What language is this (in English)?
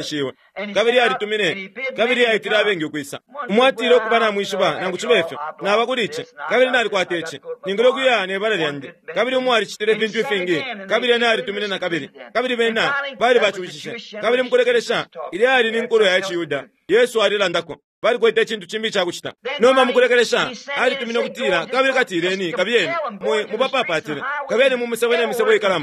Bemba